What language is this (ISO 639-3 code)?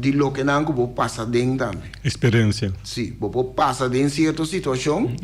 pap